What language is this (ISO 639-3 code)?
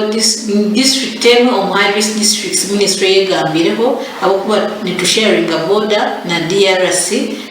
nyn